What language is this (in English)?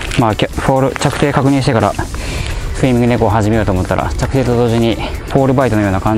Japanese